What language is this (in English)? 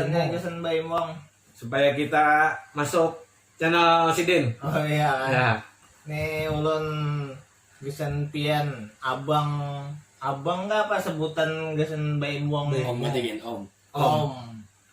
Banjar